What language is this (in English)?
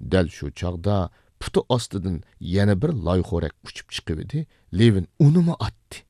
Uyghur